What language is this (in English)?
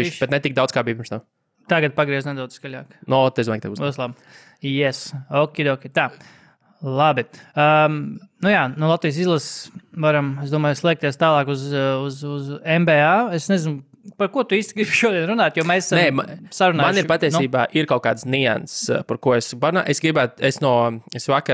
Latvian